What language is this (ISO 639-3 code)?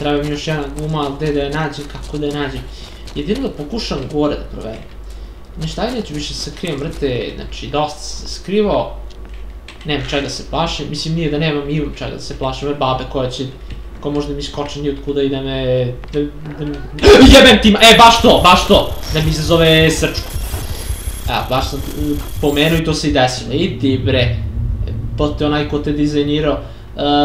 srp